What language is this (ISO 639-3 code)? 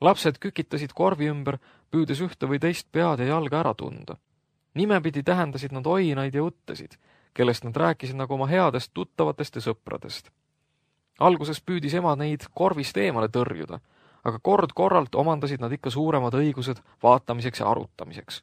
est